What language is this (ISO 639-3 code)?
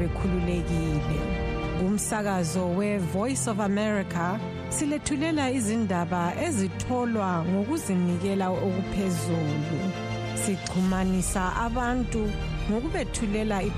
nde